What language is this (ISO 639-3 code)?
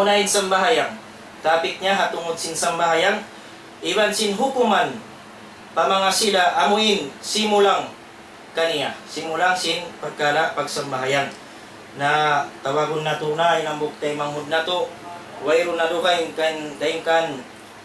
tsg